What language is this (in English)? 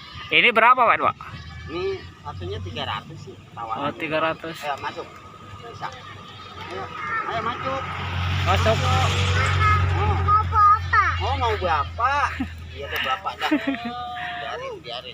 Betawi